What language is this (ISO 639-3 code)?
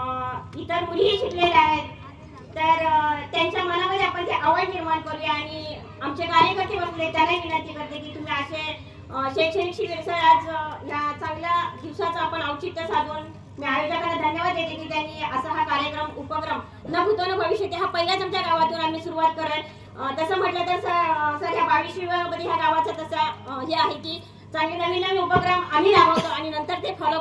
mar